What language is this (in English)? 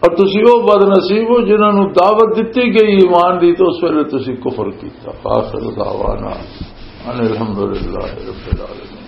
Western Panjabi